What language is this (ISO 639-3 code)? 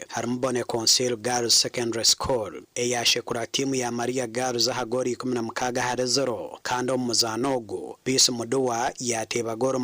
nyn